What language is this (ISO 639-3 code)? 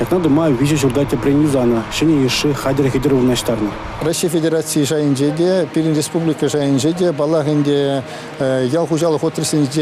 chv